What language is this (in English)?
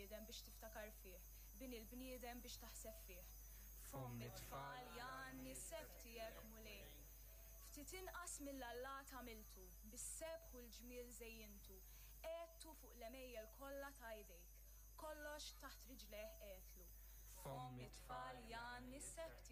Maltese